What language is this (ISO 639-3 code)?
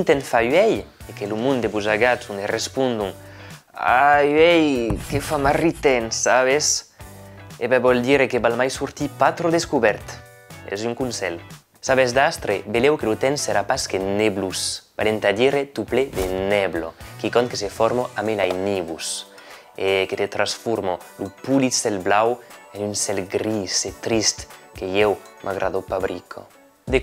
oci